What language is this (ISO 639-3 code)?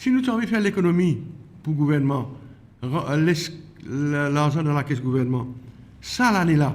mfe